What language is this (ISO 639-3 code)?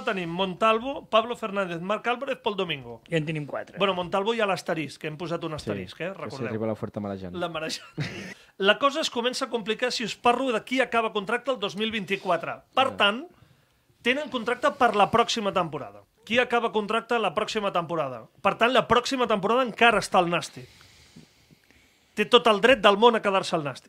cat